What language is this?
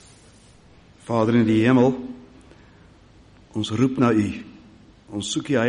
Afrikaans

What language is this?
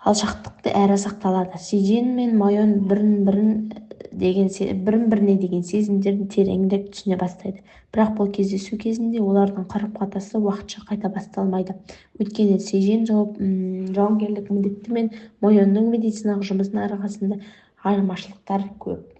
Kazakh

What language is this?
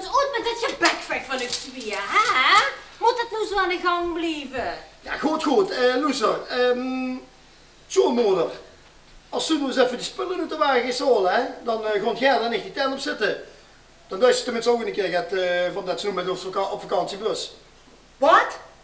Limburgish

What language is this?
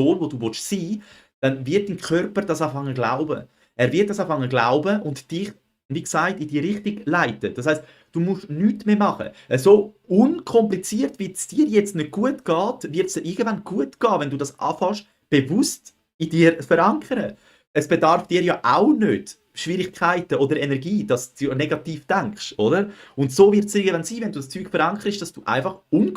Swiss German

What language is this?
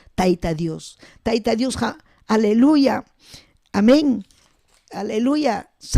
Ayacucho Quechua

